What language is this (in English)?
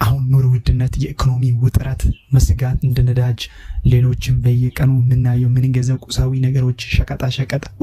Amharic